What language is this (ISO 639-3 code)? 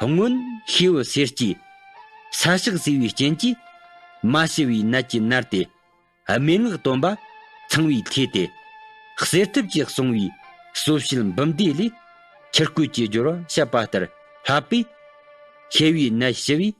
bod